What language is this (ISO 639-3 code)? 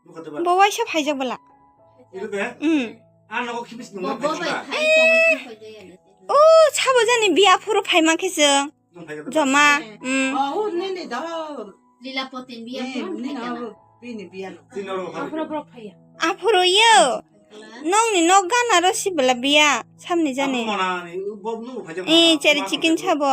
trp